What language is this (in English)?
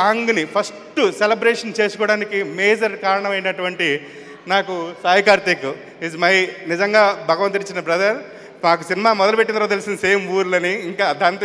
Telugu